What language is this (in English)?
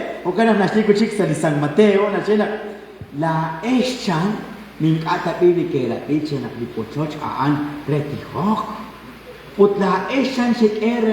Kekchí